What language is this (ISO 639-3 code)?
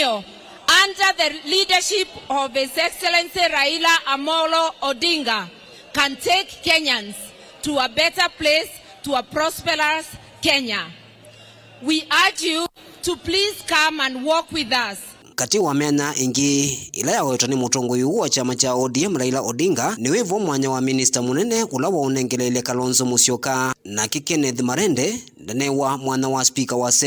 kam